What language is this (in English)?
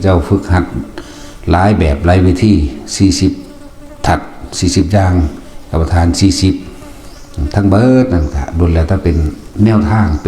Northeastern Thai